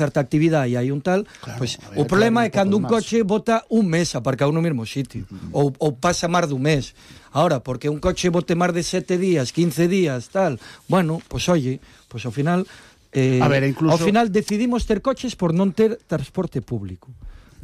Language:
Galician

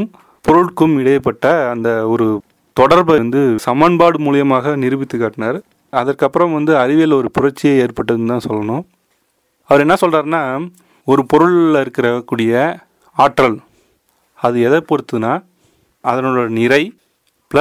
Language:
Tamil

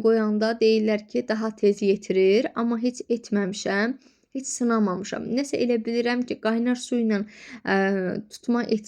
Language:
Azerbaijani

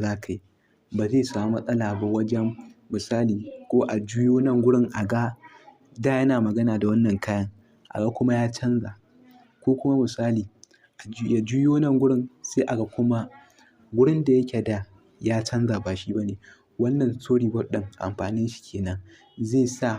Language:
Hausa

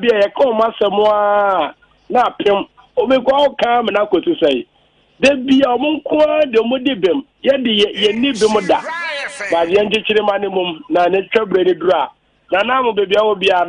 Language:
Akan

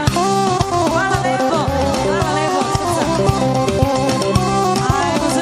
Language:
Serbian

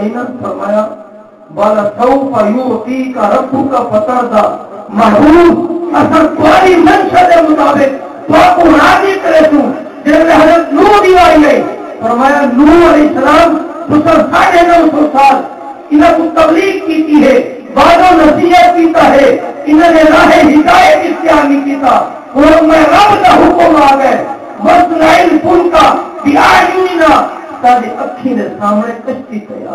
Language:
Saraiki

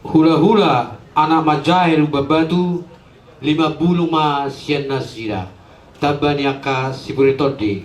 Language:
Batak Toba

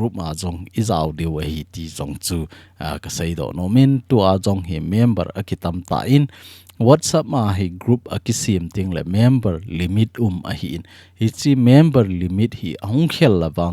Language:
Thado Chin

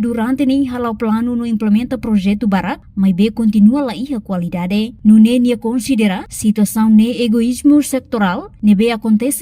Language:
Tetum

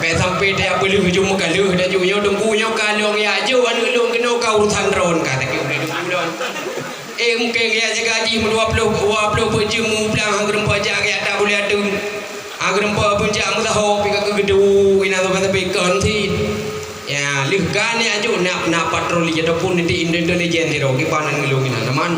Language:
Achinese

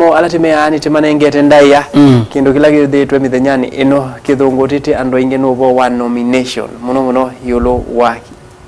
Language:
Kamba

